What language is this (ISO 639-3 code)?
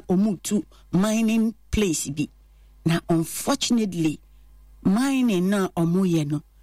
aka